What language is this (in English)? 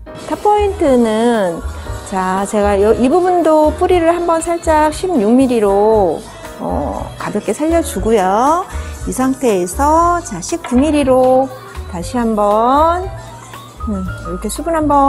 Korean